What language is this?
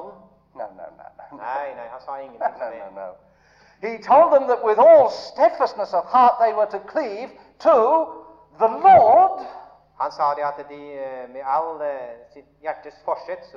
Norwegian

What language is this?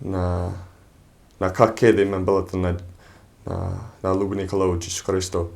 Fijian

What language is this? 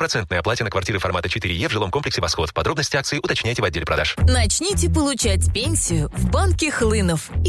Russian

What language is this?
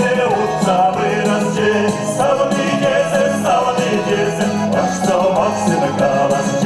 Chuvash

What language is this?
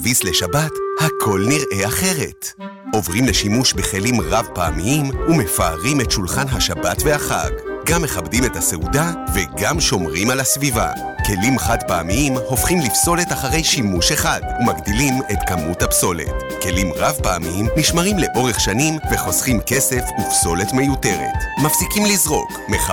Hebrew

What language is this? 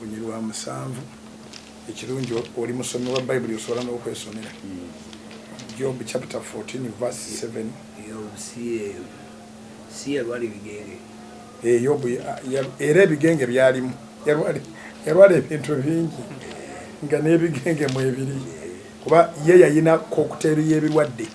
Ganda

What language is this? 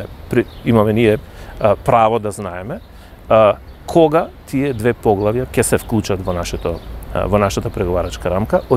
Macedonian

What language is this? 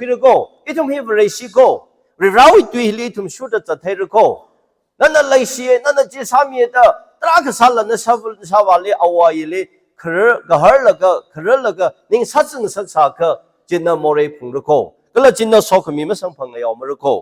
Tangkhul Naga (India)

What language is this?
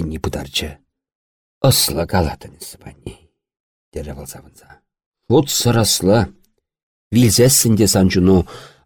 Chuvash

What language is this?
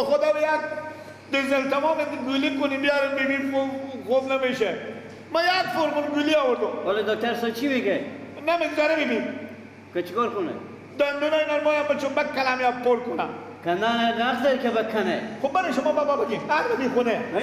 Persian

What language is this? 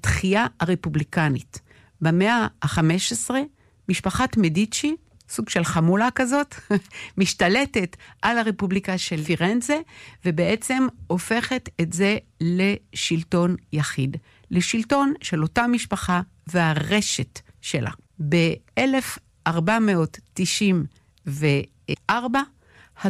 Hebrew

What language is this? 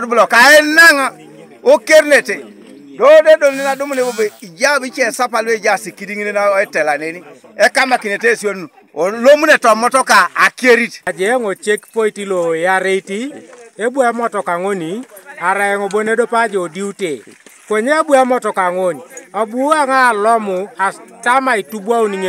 Teso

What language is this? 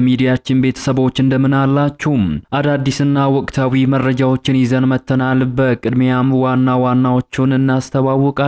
Amharic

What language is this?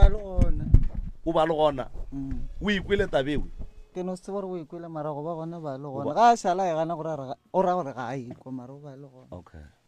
Northern Sotho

